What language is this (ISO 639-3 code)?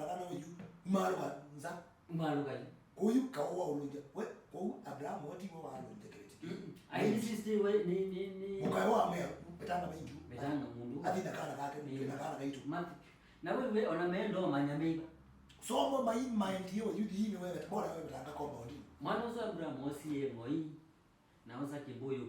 kam